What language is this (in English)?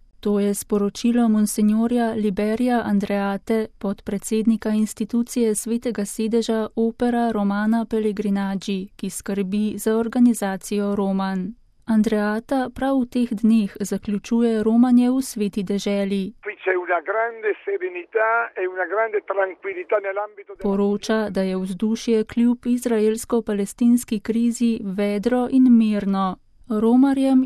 Slovenian